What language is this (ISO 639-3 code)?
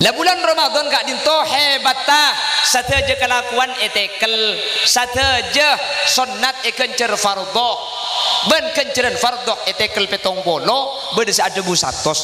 mad